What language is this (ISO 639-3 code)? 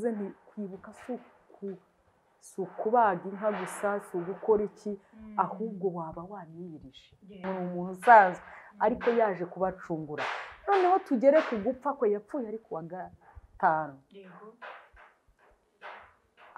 kin